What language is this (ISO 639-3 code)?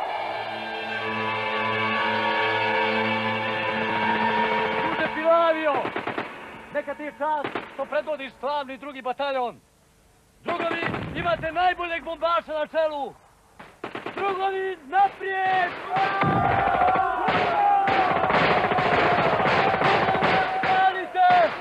hrv